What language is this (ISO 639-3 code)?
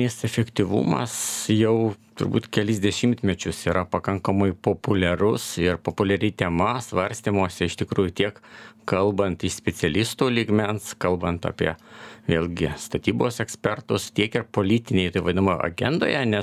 lit